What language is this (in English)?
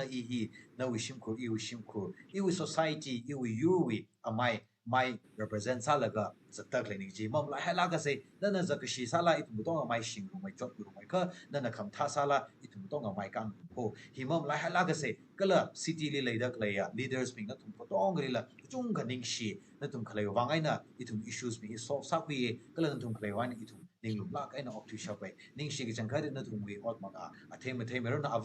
Tangkhul Naga (India)